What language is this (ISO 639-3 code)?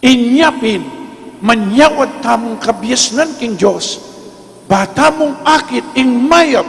pam